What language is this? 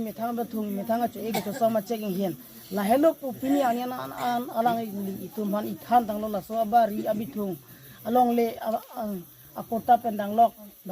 Karbi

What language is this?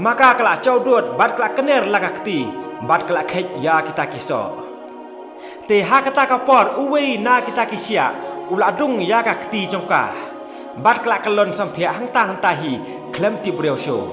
Khasi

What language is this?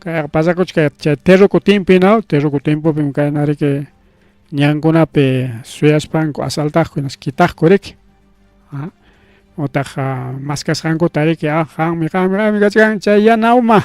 Ayacucho Quechua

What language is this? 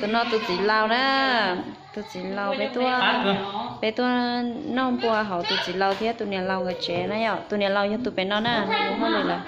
Hmong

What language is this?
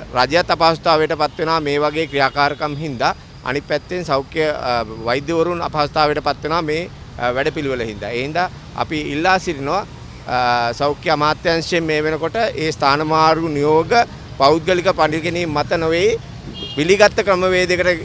Sinhala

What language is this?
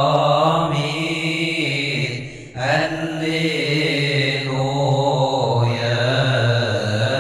Arabic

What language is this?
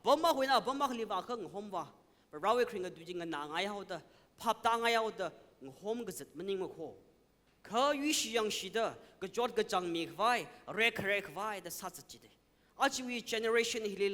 Tangkhul Naga (India)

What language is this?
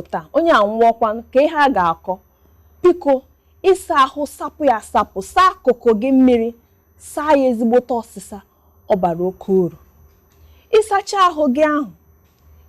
Igbo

